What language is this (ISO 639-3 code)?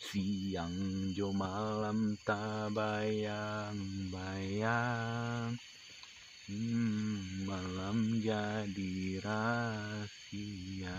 min